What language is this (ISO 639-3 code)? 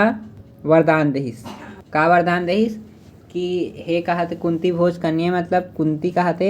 hne